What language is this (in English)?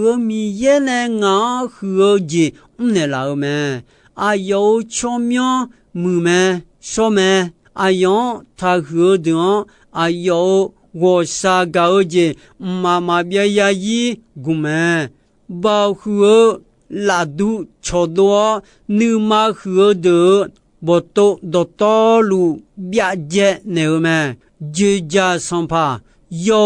Akha